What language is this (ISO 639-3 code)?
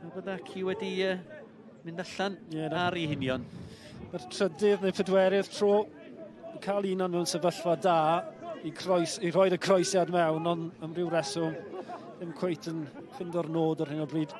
cym